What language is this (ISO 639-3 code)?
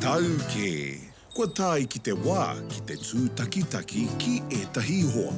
mri